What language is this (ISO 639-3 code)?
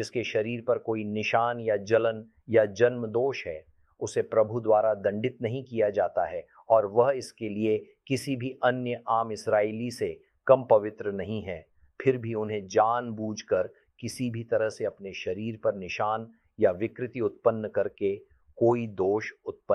hin